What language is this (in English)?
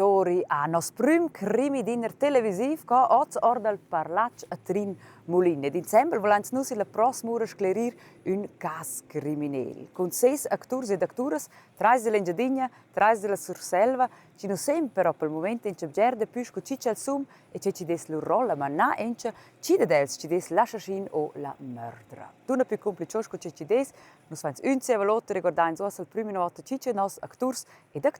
Romansh